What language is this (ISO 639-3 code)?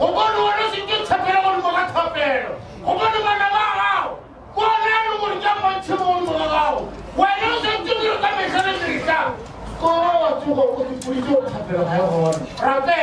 nso